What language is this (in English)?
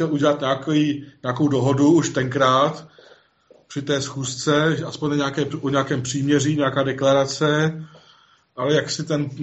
Czech